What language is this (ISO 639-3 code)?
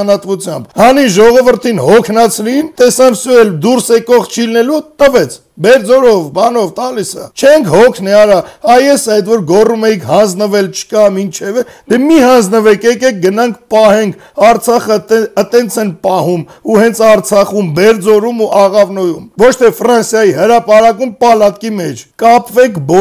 hye